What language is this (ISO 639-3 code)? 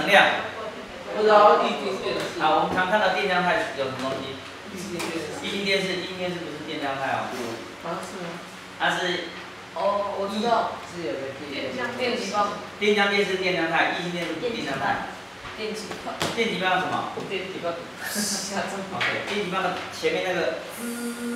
zho